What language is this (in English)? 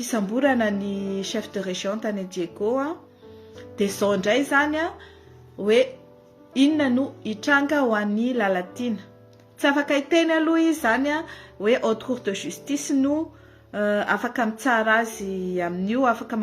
Malagasy